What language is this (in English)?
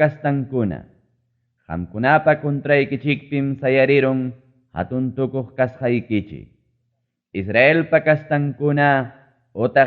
Ayacucho Quechua